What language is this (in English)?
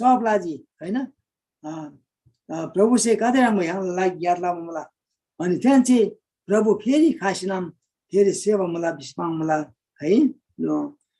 Eastern Tamang